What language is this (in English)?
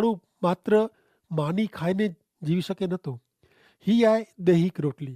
Kachhi